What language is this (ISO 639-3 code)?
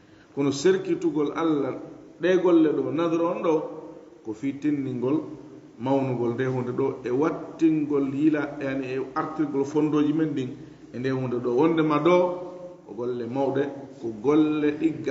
ful